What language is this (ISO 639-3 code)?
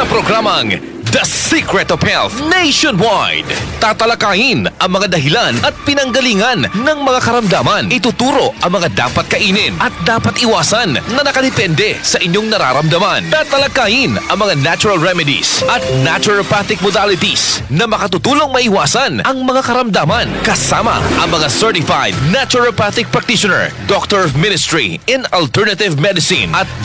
fil